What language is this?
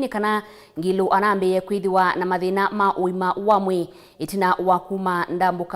Kamba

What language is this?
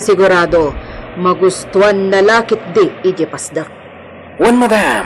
Iloko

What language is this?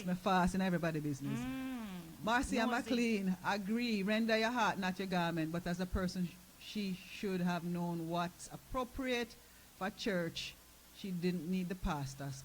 Jamaican Creole English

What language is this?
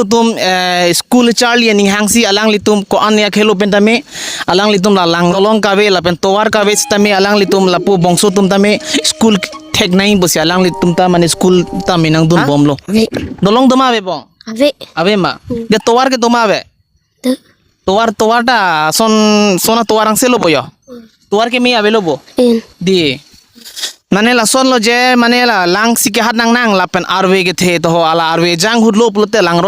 Karbi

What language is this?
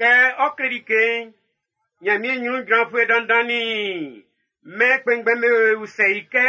Baoulé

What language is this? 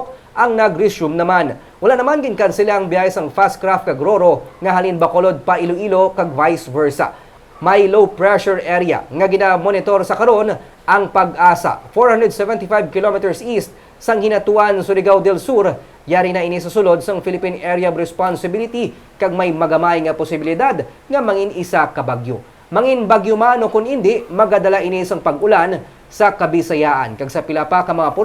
Hiligaynon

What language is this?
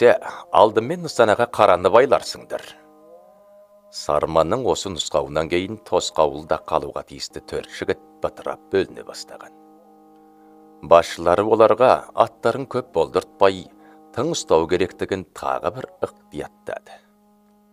Kazakh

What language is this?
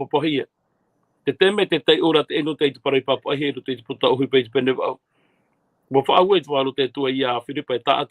Tahitian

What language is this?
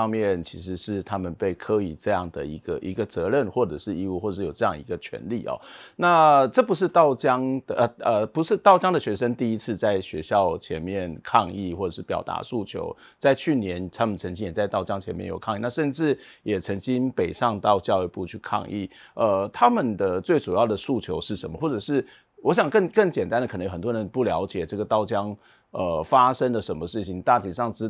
Chinese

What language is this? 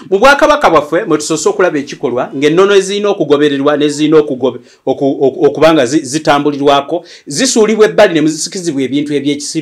Ganda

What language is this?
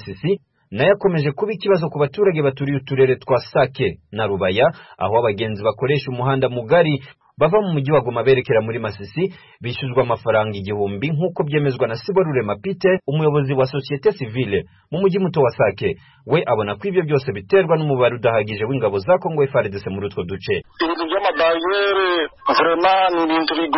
Kinyarwanda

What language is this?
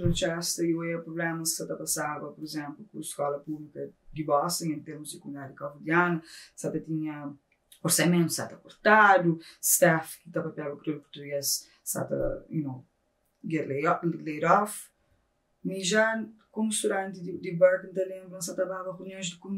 Kabuverdianu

